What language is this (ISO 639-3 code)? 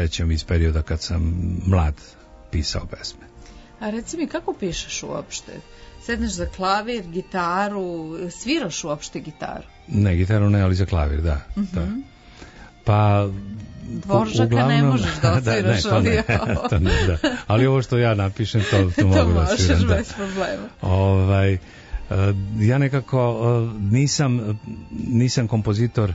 srp